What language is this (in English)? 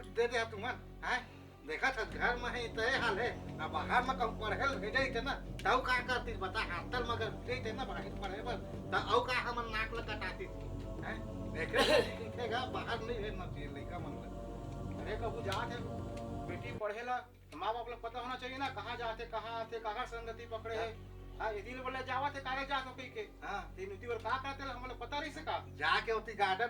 Chhattisgarhi